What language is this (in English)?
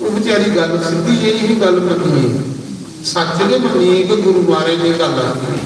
Dogri